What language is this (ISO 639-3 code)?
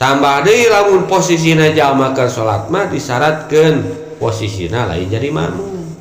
sun